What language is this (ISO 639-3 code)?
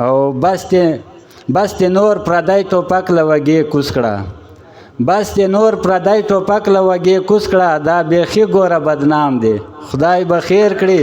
pus